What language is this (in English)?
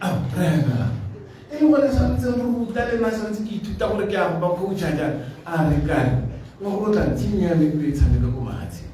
Tswana